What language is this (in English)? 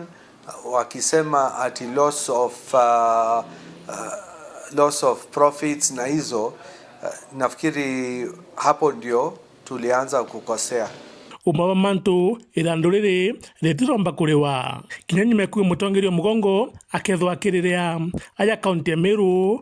Meru